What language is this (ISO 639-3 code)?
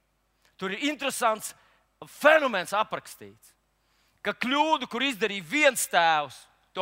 lav